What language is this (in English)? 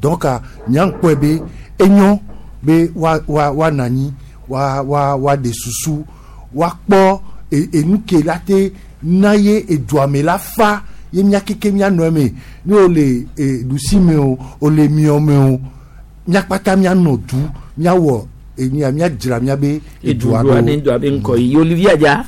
Gen